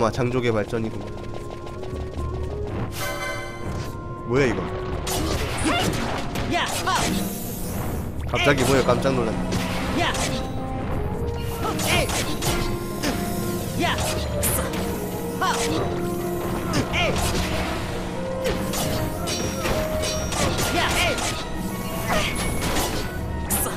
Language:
Korean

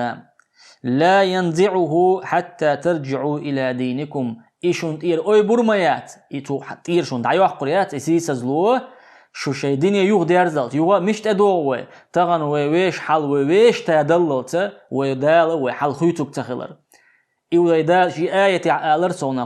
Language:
Chechen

